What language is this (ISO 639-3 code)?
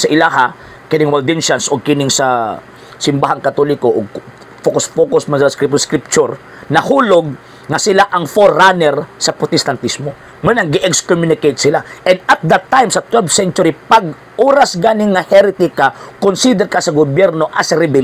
ceb